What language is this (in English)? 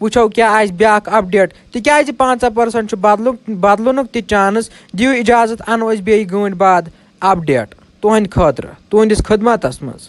Kashmiri